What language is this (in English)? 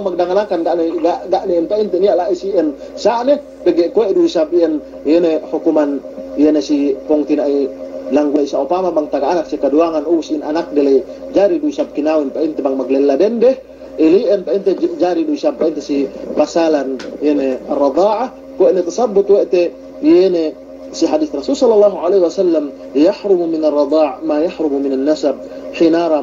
Yakan